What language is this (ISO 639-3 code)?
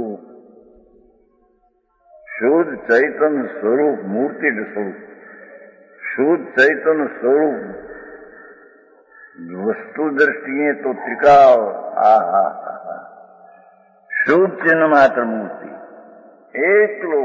guj